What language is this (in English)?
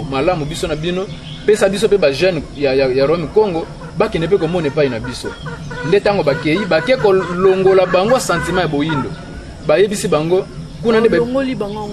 Lingala